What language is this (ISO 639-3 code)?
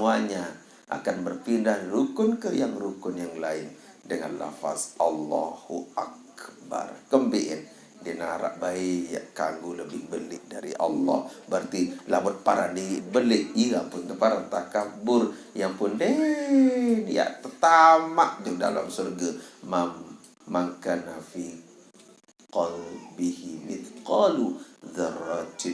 sas